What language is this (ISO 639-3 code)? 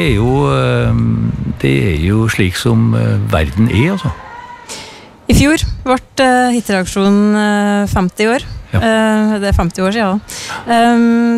nor